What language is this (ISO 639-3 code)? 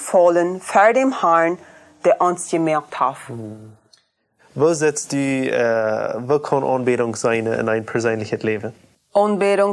pdt